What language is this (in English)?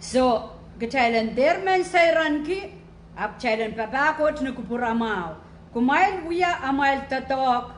Pohnpeian